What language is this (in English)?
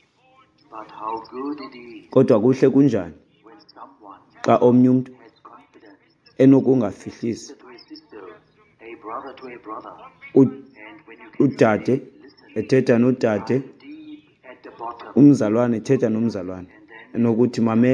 Xhosa